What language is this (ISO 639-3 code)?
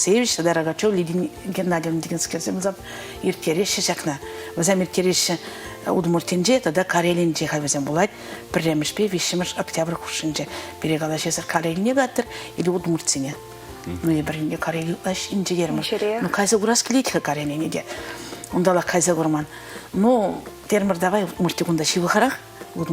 chv